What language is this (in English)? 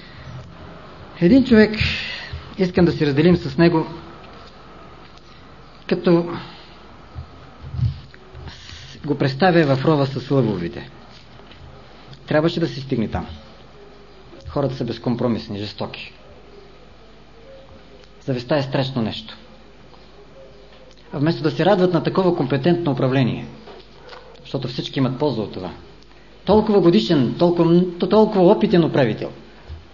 Bulgarian